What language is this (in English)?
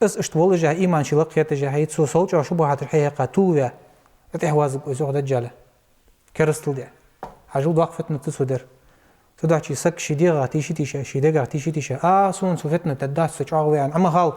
Ingush